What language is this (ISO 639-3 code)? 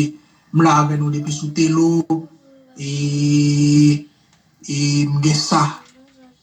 hat